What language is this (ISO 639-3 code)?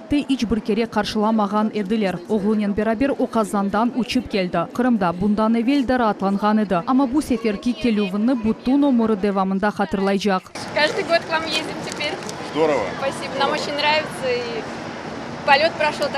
crh